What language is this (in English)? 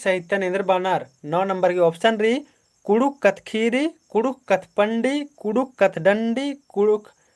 Kurukh